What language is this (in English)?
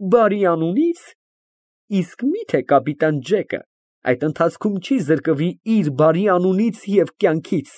Armenian